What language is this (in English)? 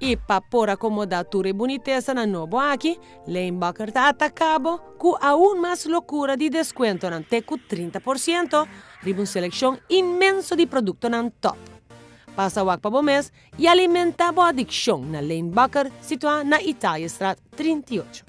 Papiamento